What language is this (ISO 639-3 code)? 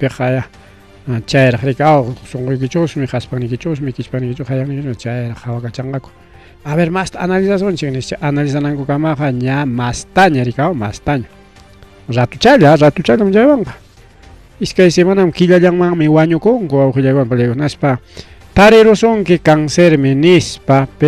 quy